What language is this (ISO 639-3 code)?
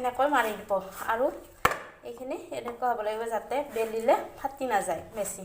asm